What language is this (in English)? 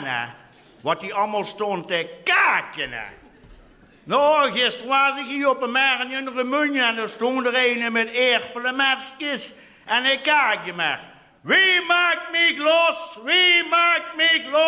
Limburgish